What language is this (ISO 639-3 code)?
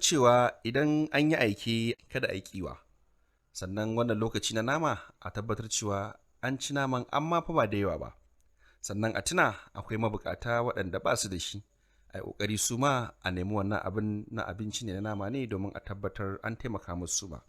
hau